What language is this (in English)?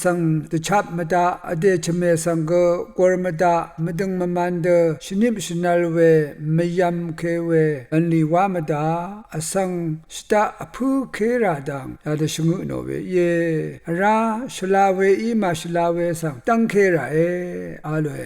Rawang